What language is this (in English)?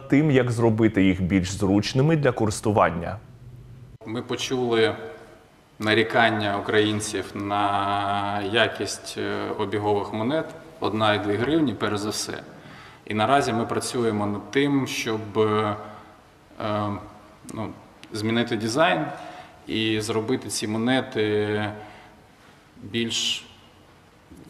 Ukrainian